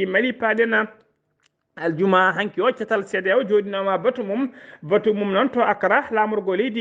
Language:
Fula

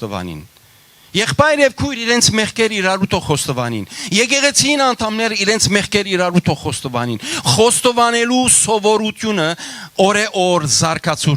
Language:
Western Armenian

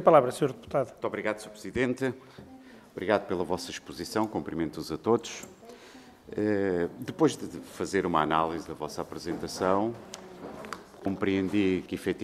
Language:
Portuguese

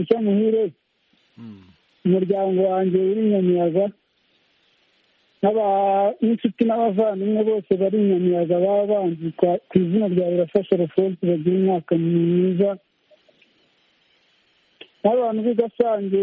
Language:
Kinyarwanda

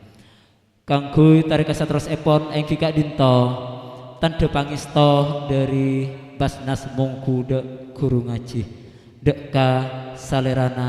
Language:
Madurese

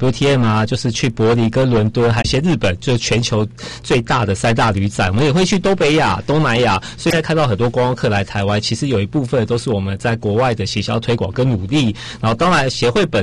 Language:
Chinese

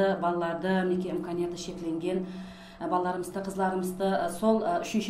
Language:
Kara-Kalpak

